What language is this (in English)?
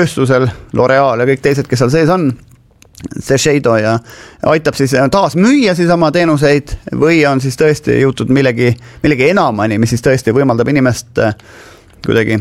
Estonian